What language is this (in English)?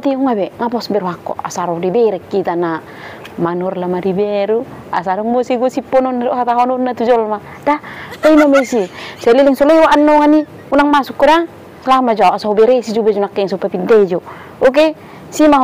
Batak Toba